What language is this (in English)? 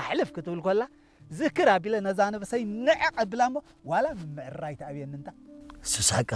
Tigrinya